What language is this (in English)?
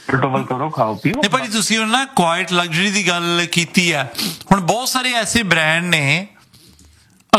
Punjabi